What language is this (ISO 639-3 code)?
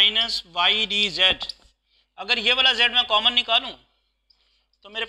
hin